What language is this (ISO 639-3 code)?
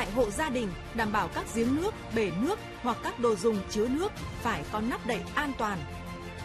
vie